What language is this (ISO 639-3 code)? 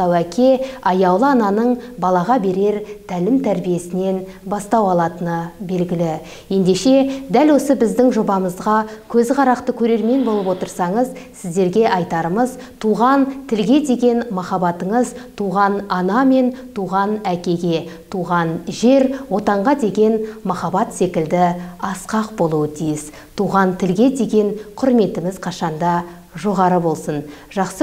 kaz